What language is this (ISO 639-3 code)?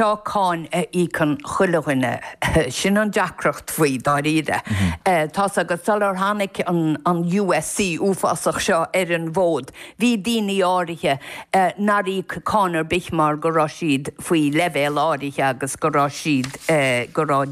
gle